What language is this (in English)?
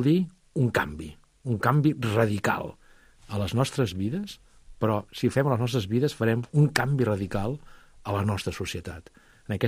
Catalan